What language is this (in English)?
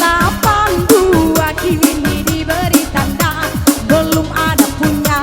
Minangkabau